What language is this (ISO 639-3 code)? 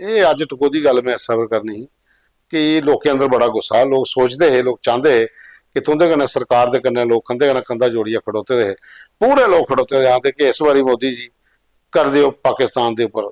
doi